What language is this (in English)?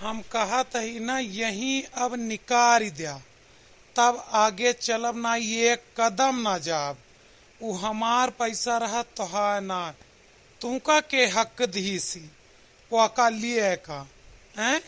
Awadhi